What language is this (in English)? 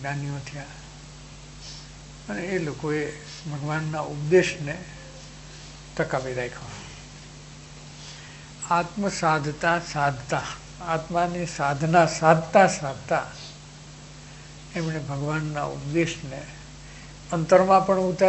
Gujarati